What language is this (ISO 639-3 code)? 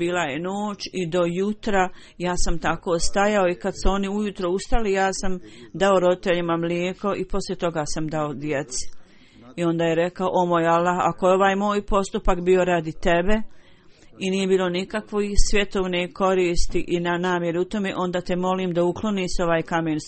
bos